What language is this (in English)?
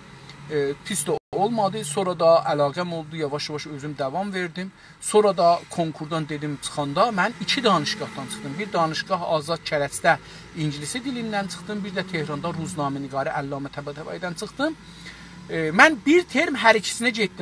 South Azerbaijani